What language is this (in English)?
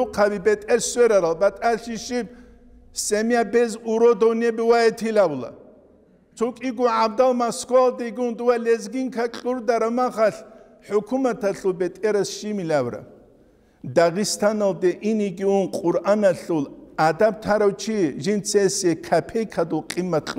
Avaric